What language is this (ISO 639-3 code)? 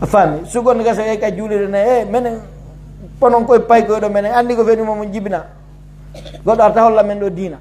fuf